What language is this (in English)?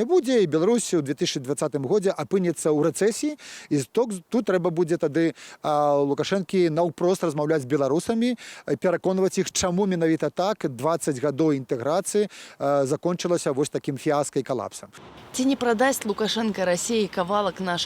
Belarusian